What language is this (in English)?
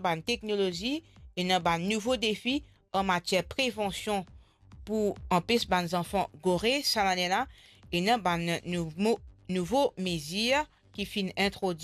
Morisyen